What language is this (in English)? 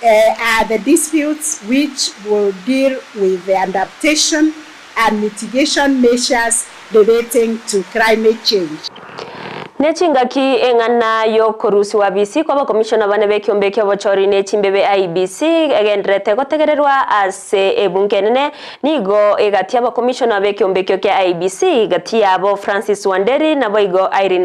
Gusii